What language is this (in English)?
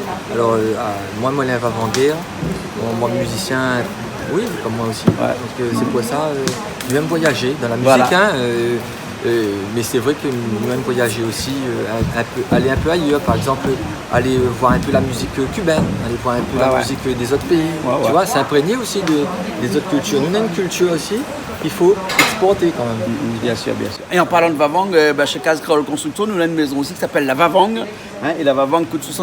Réunion Creole French